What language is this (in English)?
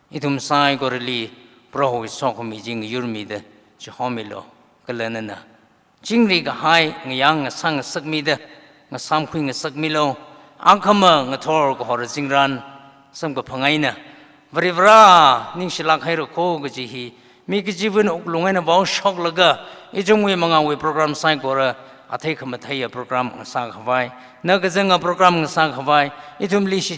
Tangkhul Naga (India)